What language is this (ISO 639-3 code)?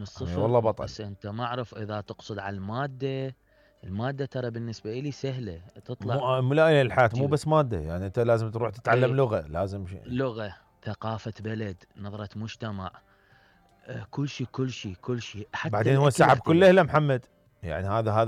acm